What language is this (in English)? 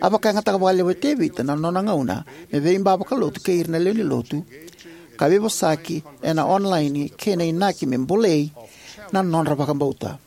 Fijian